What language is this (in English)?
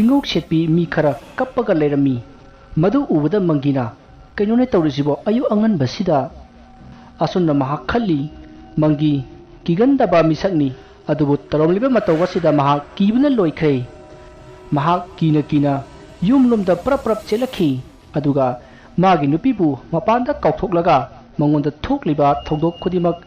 Manipuri